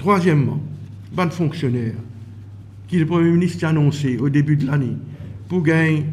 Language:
Morisyen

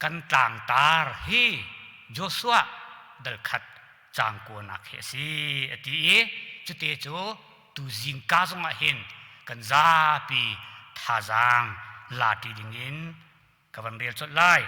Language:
Hakha Chin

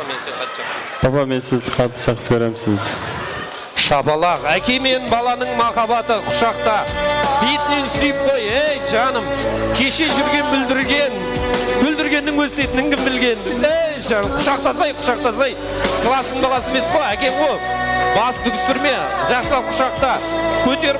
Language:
Kara-Kalpak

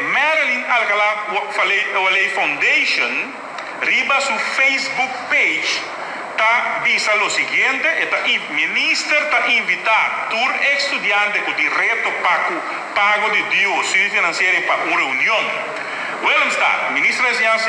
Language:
Papiamento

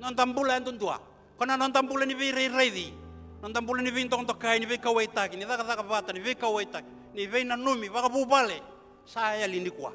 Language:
Fijian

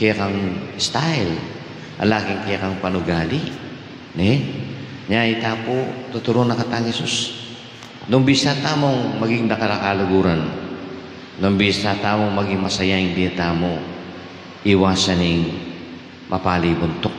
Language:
Pampanga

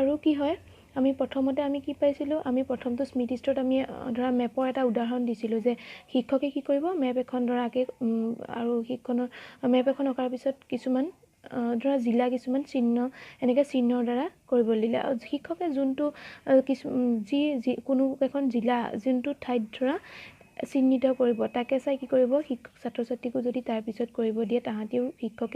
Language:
Assamese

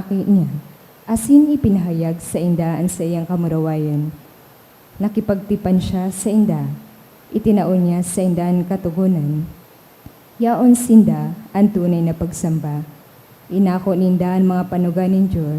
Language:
Bikol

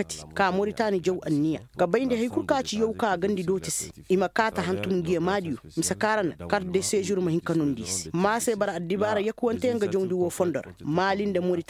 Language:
Koyraboro Senni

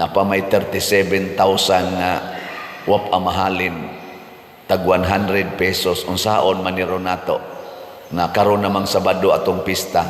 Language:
Cebuano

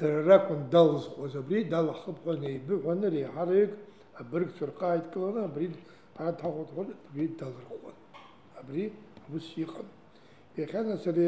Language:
Abkhazian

